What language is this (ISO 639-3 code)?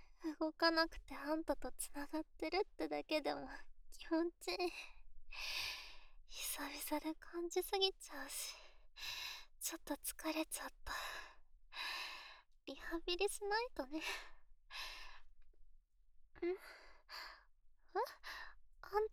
jpn